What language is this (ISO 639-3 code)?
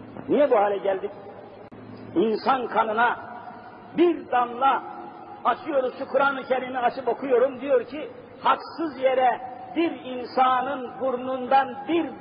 tur